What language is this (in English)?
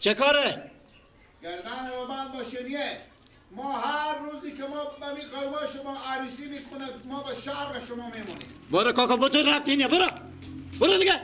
Persian